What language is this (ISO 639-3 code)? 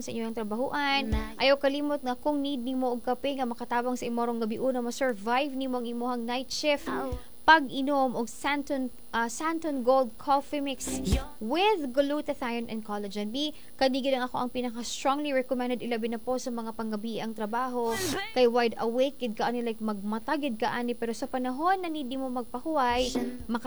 ceb